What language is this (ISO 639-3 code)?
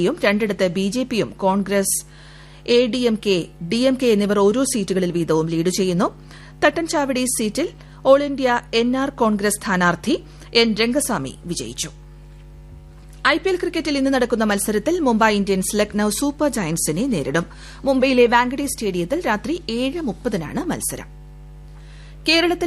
mal